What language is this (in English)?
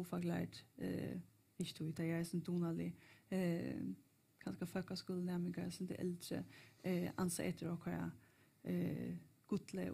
Faroese